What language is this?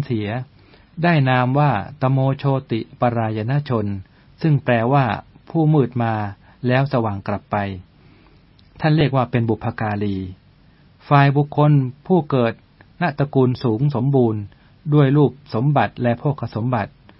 Thai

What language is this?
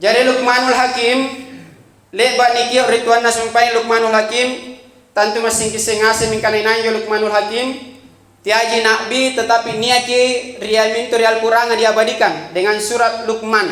Makasar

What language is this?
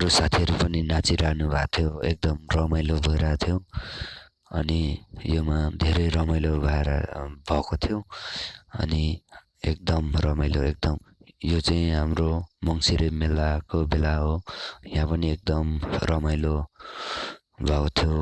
Nepali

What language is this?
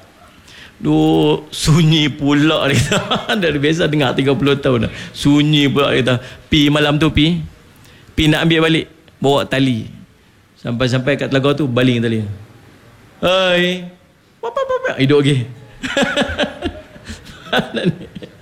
Malay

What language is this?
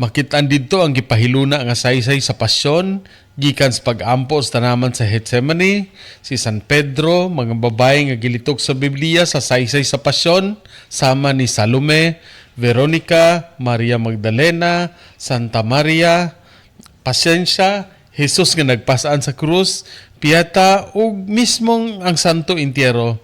Cebuano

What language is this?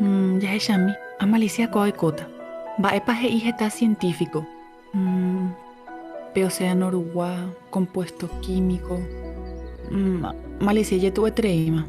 Guarani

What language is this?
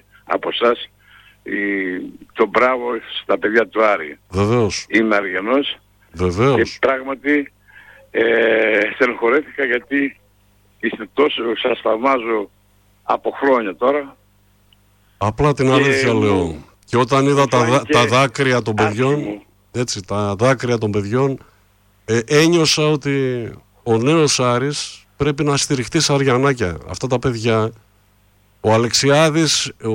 Greek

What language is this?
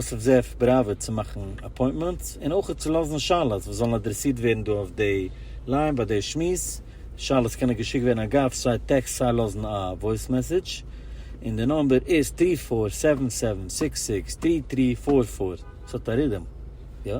Yiddish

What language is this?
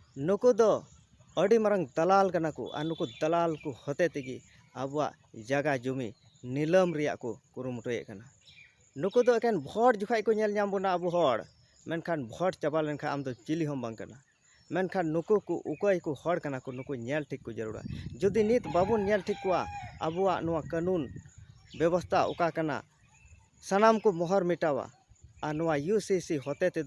Santali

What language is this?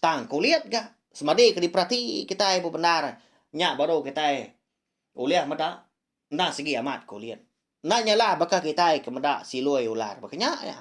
Iban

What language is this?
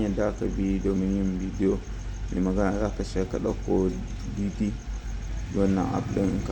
Hausa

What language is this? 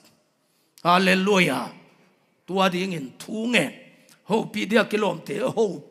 Tedim Chin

